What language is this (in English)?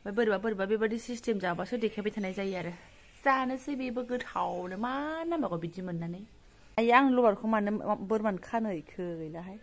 Bodo